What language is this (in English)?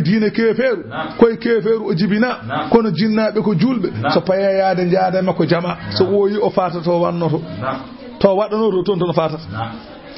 Fula